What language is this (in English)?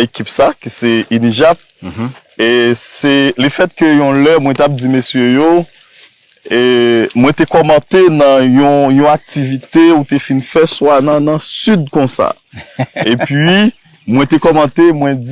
Haitian Creole